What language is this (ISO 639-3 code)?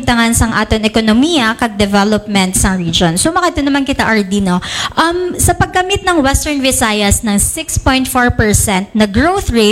hil